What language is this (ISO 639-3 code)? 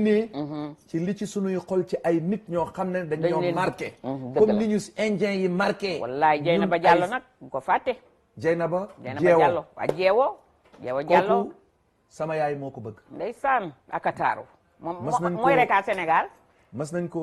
wol